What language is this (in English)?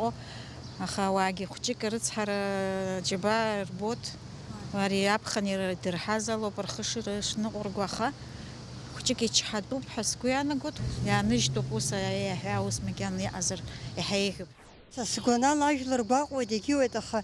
Abkhazian